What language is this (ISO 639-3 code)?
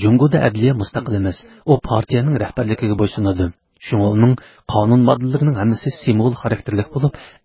uig